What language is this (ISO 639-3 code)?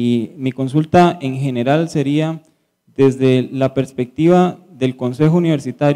spa